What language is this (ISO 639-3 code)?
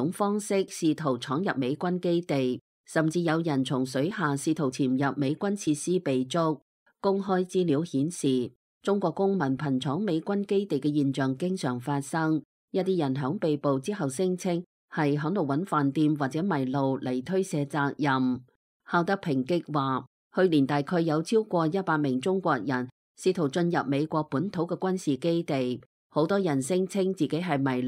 yue